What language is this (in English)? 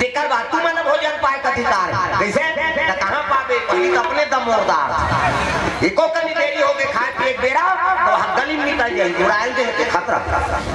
Chhattisgarhi